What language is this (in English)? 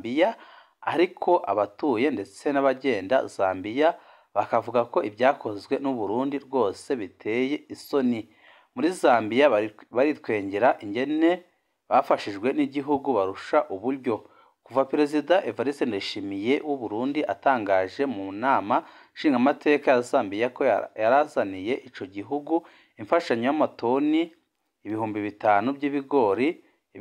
Rundi